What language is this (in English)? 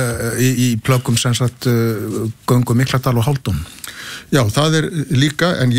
Icelandic